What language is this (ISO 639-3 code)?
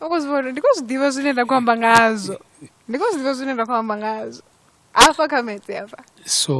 ven